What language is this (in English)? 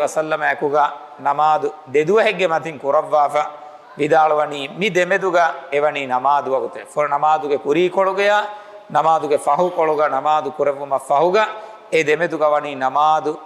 Divehi